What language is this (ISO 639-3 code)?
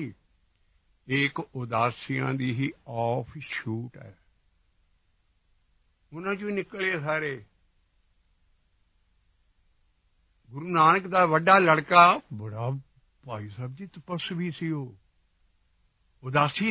pan